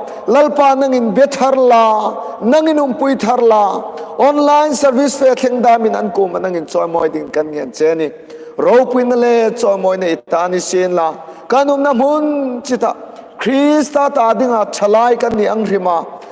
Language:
Hmar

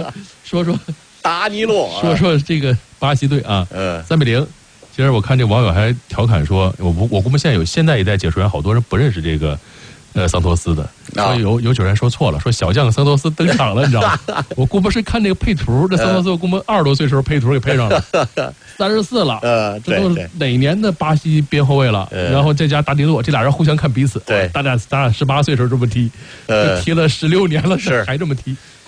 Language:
Chinese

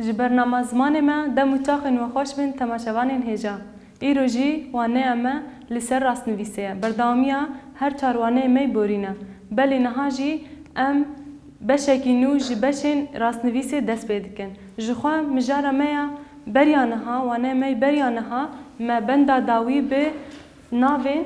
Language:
Kurdish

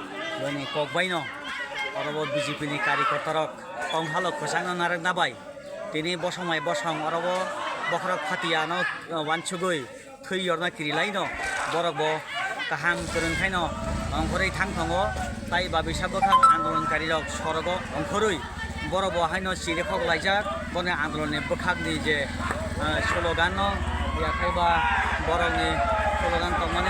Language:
Kok Borok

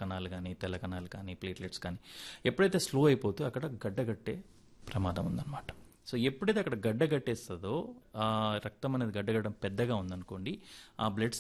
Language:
Telugu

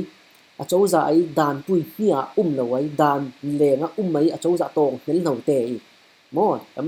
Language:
Falam Chin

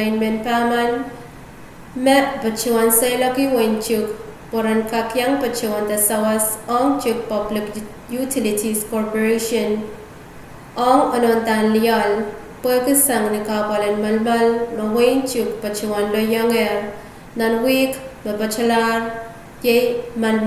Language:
Pohnpeian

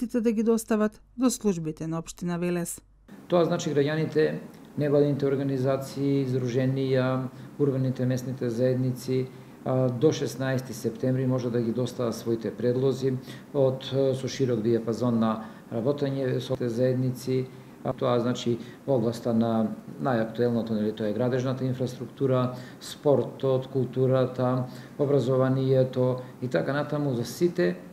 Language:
Macedonian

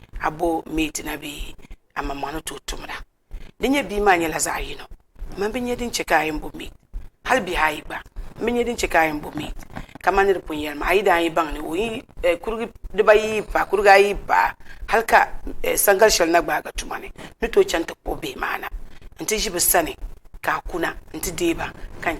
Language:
Dagbani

